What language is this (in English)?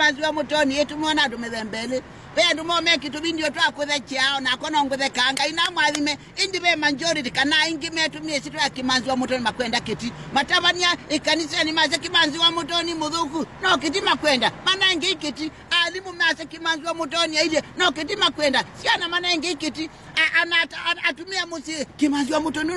Kamba